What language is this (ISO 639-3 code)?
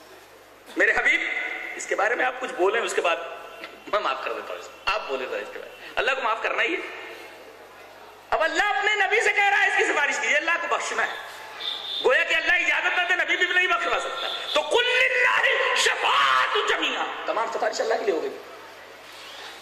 urd